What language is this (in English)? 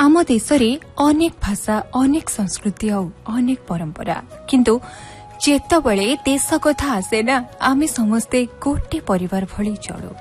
Odia